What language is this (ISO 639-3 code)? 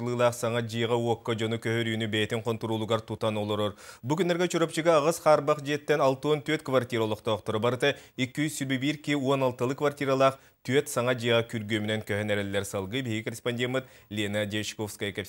sah